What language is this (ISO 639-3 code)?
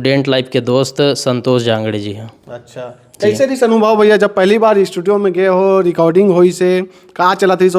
hne